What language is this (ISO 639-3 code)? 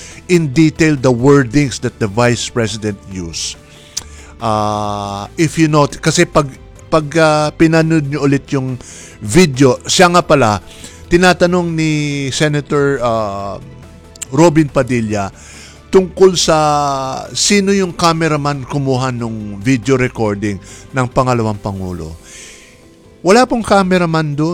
fil